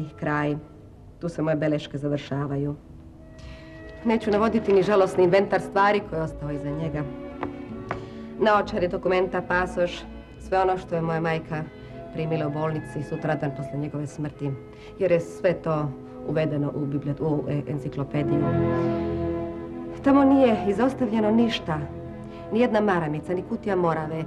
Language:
Serbian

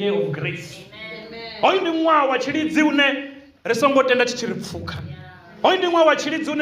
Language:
Venda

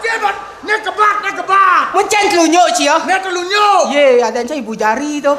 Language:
Balinese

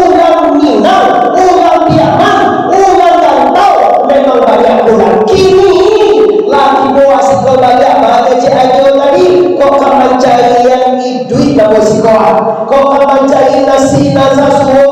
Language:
Minangkabau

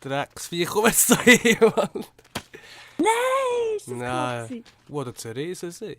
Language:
Swiss German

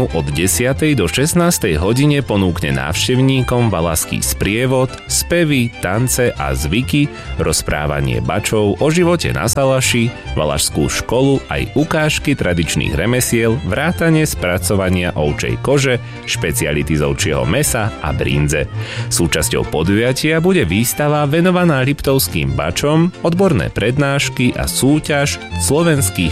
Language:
Slovak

